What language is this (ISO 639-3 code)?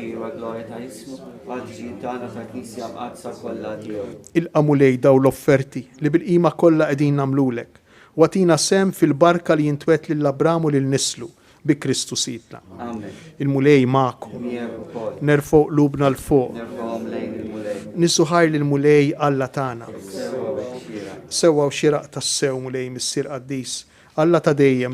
mlt